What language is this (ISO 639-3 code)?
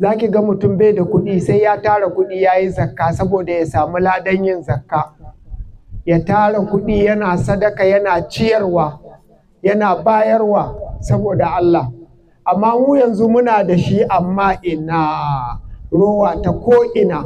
hau